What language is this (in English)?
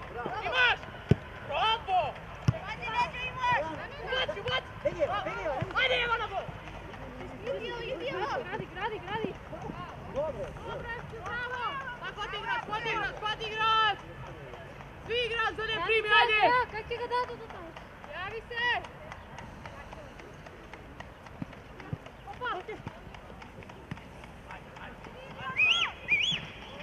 Macedonian